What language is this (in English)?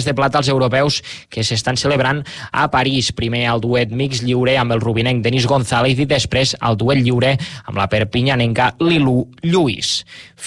Catalan